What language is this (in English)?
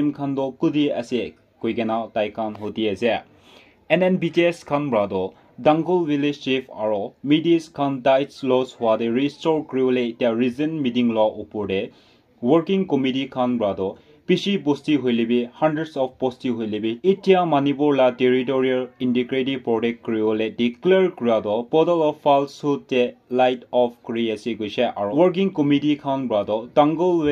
Naga Pidgin